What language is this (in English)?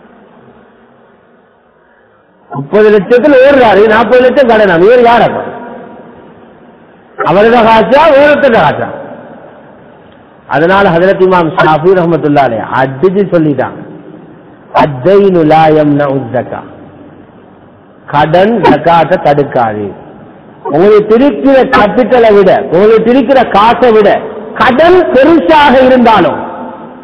Tamil